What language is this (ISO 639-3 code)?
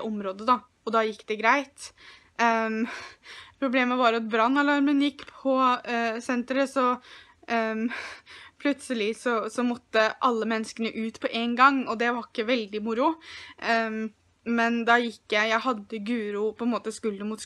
nor